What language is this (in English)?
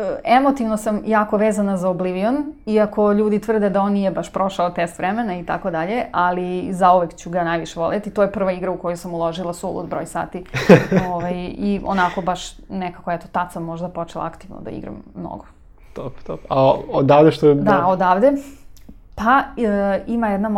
Serbian